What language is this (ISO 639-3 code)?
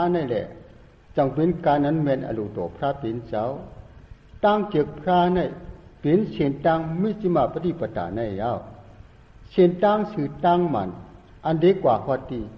shn